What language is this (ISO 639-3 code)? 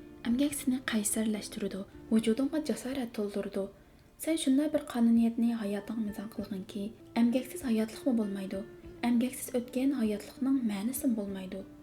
uig